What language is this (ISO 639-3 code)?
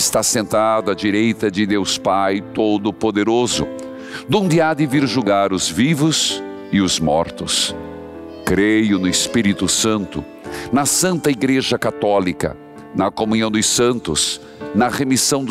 por